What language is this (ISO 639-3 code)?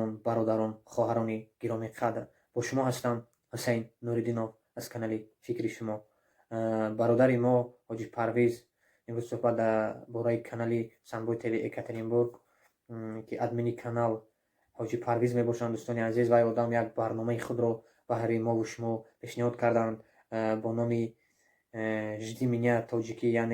tgk